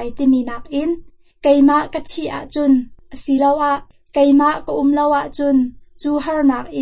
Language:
Hakha Chin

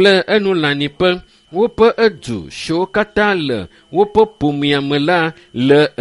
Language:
Ewe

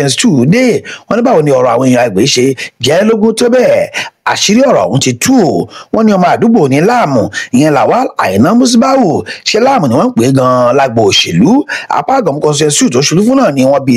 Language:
Yoruba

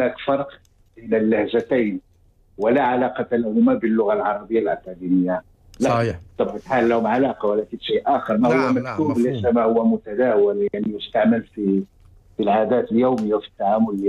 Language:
Arabic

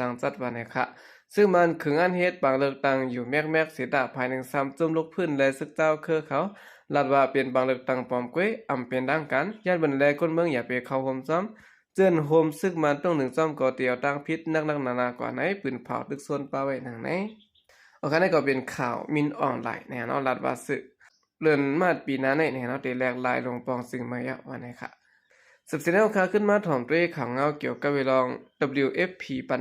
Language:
Shan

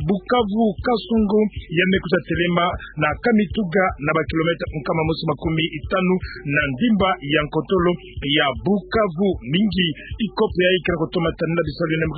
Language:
Kituba (Democratic Republic of Congo)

